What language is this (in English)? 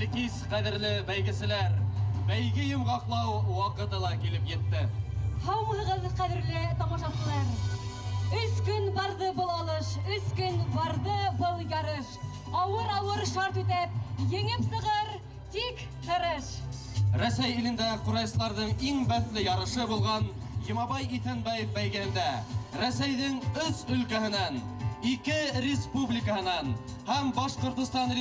Bashkir